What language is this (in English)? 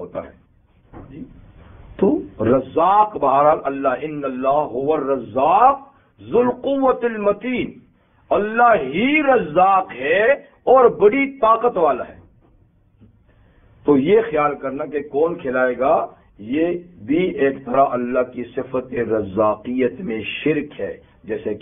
Urdu